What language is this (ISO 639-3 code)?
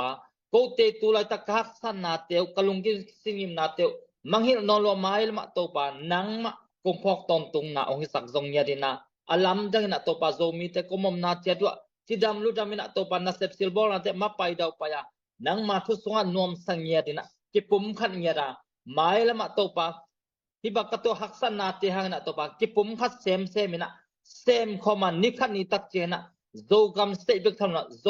ctd